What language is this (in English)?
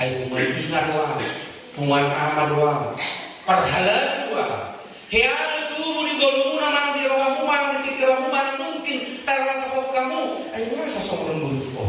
Batak Toba